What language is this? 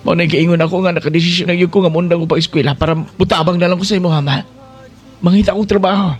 Cebuano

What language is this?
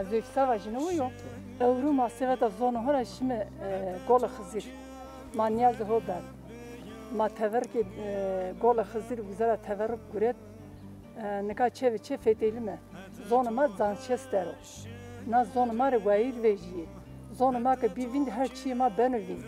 Zaza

